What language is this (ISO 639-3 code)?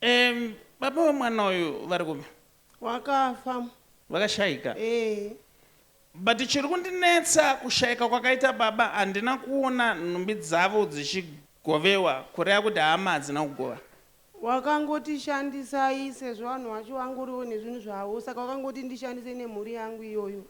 sna